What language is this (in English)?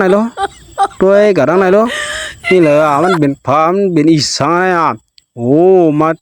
Shan